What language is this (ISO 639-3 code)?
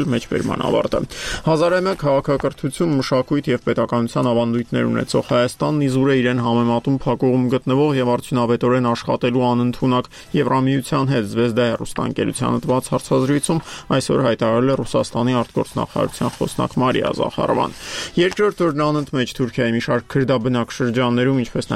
hye